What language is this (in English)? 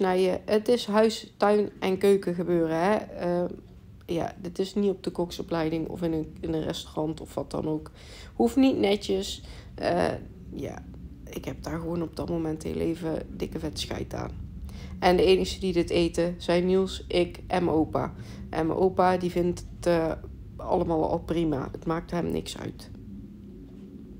Dutch